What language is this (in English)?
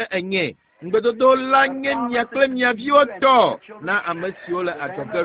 Ewe